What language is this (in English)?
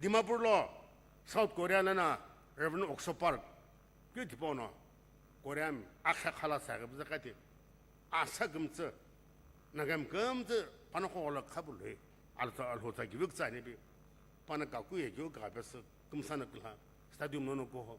Sumi Naga